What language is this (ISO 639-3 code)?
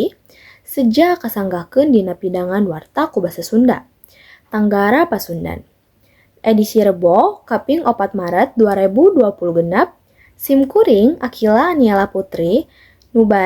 sun